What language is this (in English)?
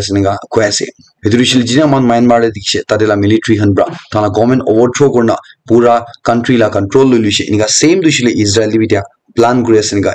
Naga Pidgin